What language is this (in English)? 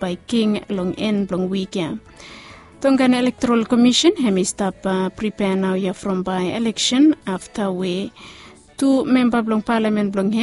Bislama